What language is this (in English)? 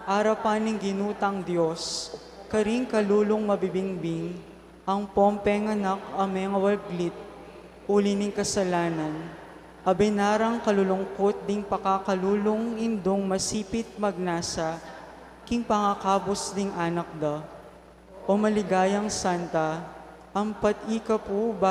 Pampanga